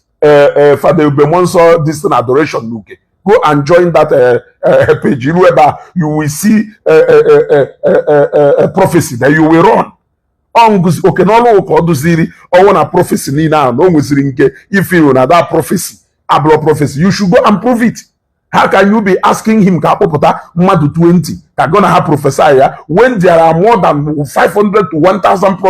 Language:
Igbo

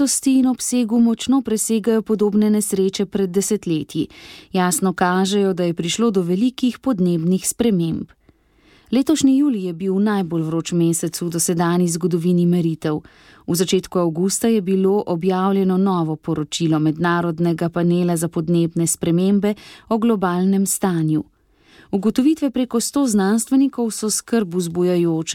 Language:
Slovenian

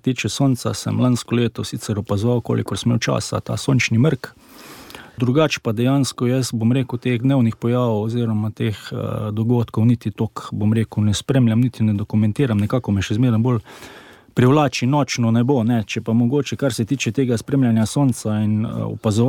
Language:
Slovenian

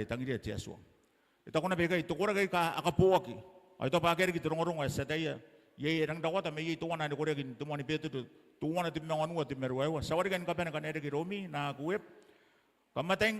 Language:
Gilbertese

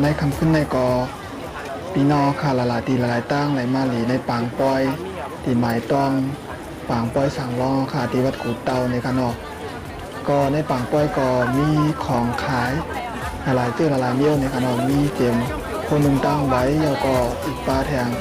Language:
Shan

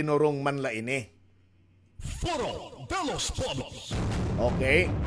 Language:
Waray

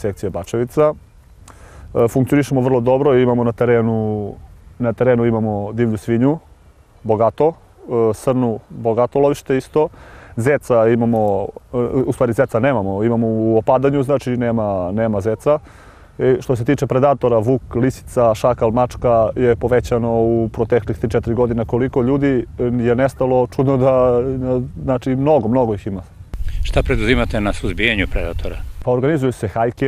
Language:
Serbian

